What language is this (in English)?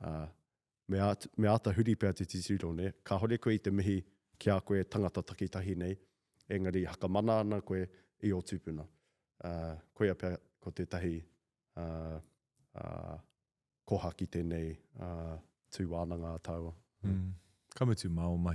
Māori